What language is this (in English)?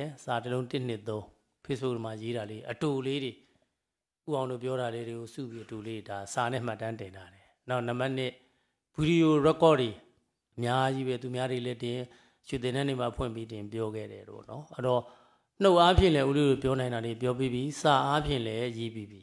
Burmese